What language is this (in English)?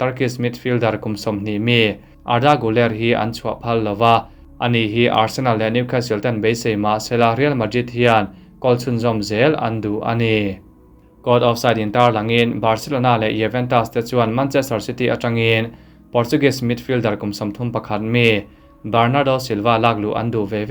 Mizo